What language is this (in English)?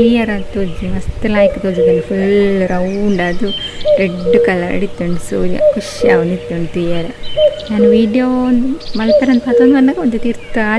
Tulu